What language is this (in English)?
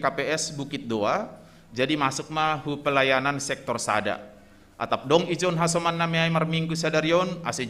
Batak Simalungun